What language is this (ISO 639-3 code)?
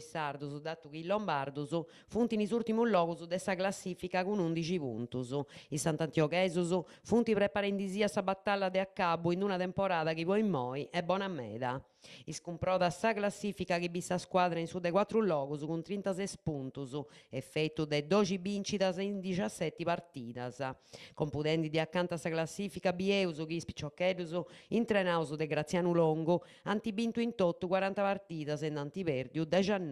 srd